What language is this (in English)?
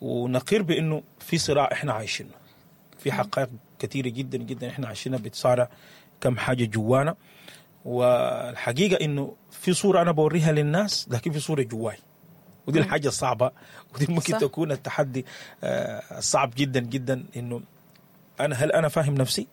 Sudanese Arabic